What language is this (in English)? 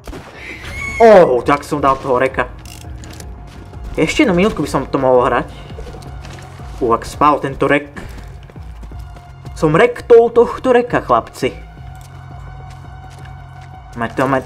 Slovak